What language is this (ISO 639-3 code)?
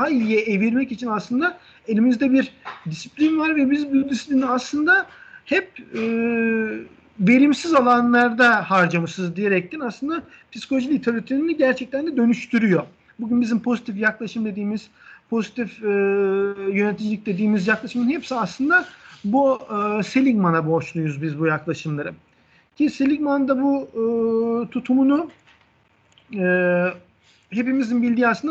tur